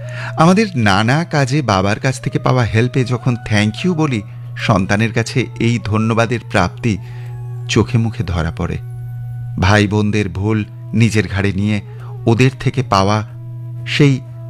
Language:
Bangla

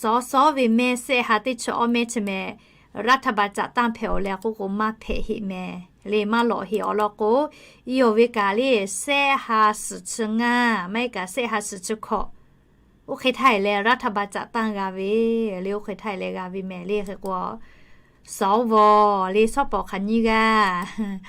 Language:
Lahu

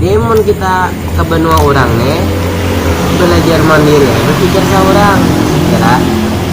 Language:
Banjar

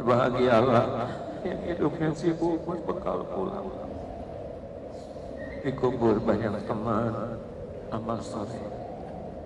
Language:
Indonesian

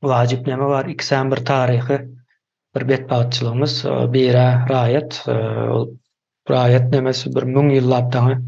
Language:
Turkmen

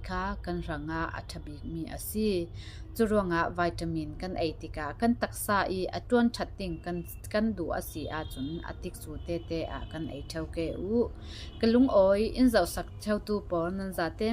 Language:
Falam Chin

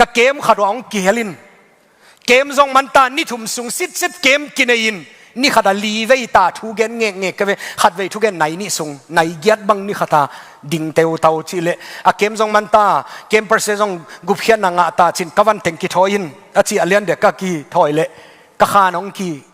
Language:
Tedim Chin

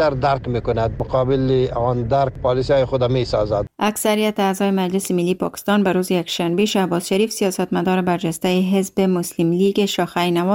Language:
Persian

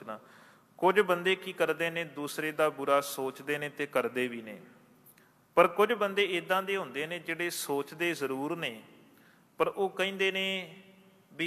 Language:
Punjabi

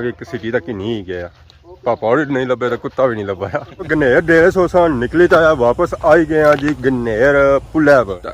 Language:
Pahari-Potwari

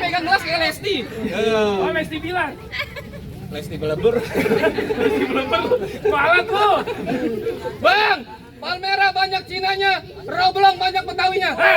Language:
Betawi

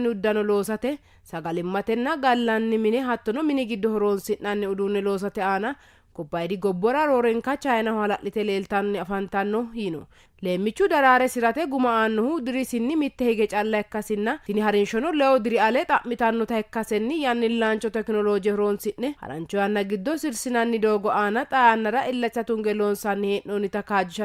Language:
Sidamo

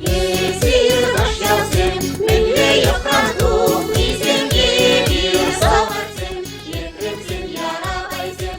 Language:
Chuvash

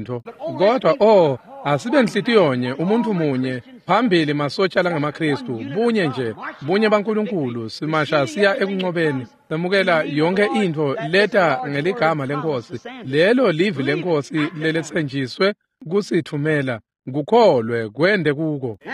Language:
Swati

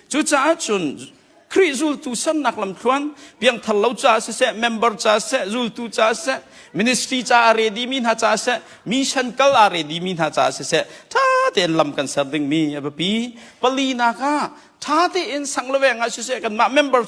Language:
Hakha Chin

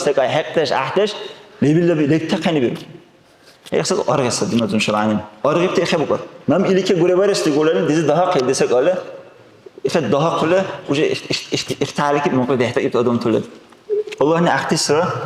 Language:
Dargwa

